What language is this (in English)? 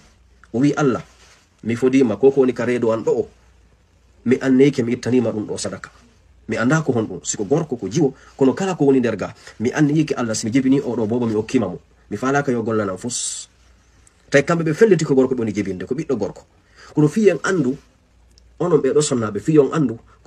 Fula